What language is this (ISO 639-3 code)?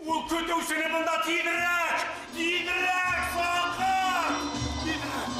bak